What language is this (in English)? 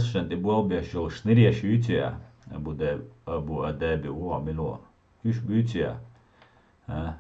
Chechen